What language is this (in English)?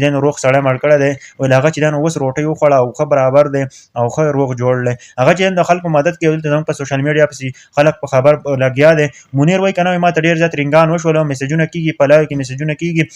Pashto